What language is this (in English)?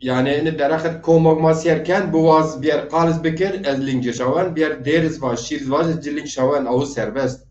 Zaza